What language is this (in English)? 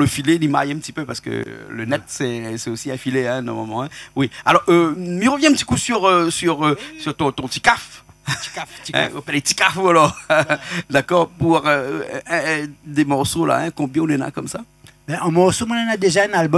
Réunion Creole French